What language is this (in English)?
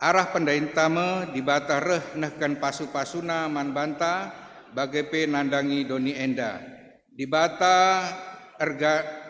Batak Karo